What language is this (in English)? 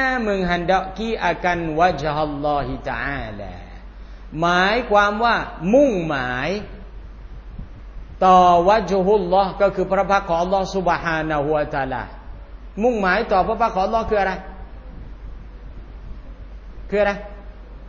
Thai